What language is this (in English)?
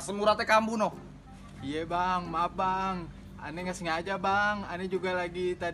Betawi